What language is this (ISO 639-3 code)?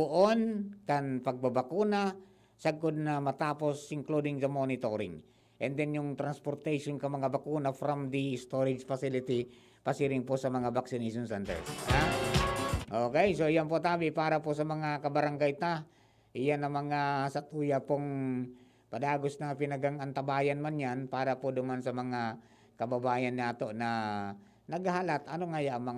bik